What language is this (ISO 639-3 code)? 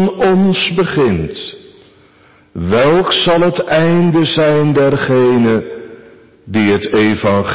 nld